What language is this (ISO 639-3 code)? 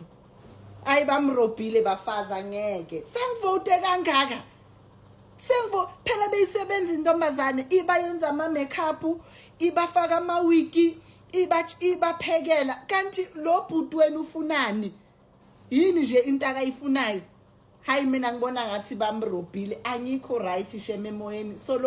zul